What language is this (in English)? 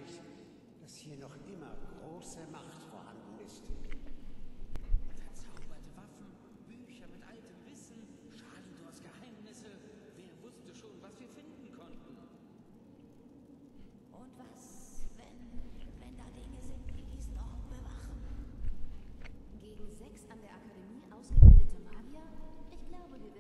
German